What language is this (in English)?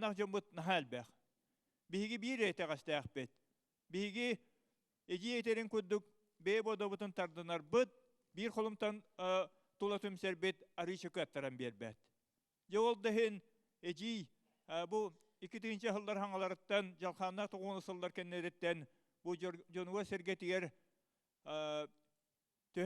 Yakut